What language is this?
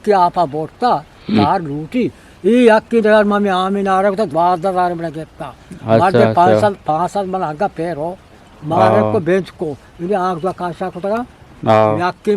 Eastern Balochi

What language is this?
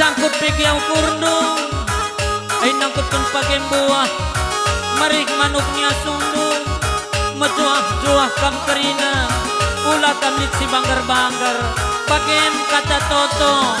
Batak Karo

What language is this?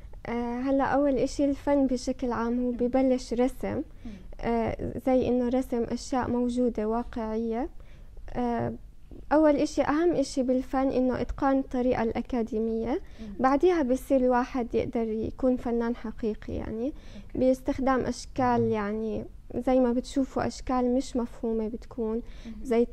North Levantine Arabic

